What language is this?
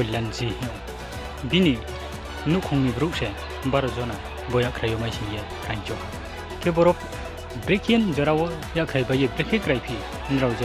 Riang (India)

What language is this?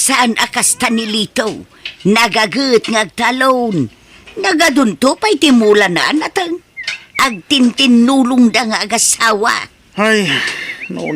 Iloko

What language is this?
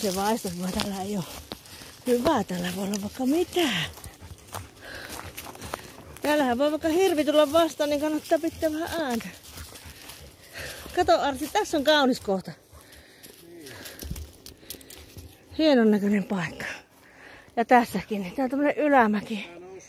Finnish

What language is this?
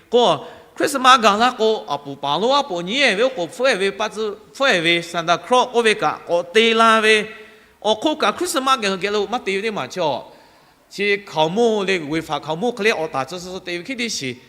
Lahu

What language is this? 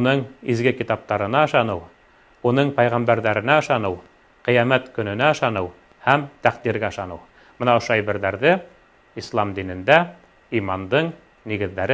Bashkir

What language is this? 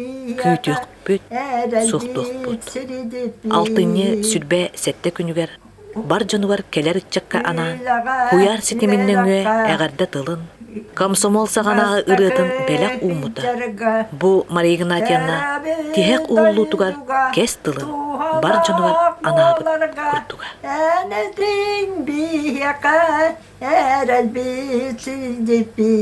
Yakut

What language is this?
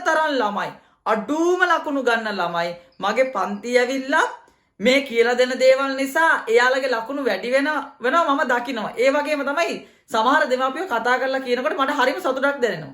Sinhala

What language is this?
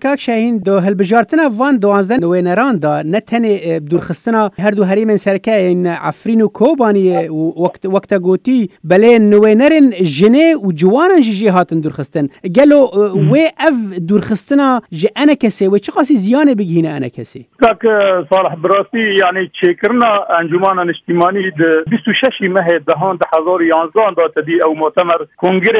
Kurdish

